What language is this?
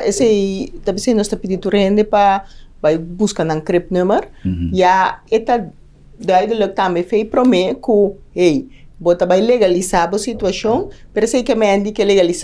Papiamento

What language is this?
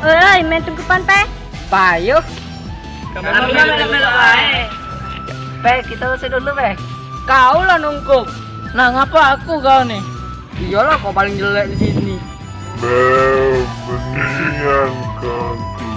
Musi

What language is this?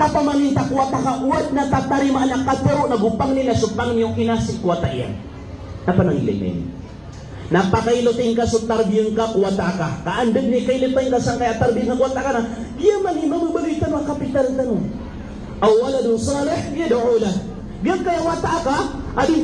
Maranao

